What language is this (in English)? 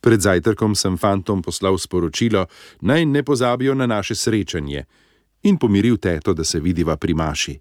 Slovenian